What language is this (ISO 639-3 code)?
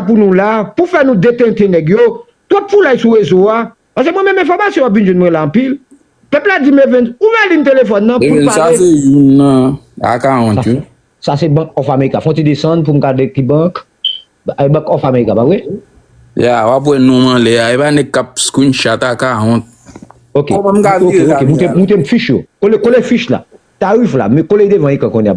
hat